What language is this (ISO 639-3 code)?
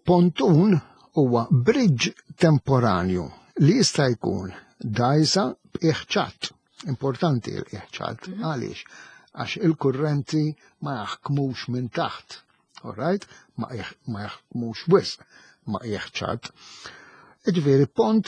mlt